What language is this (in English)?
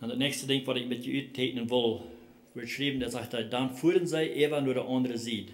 Plautdietsch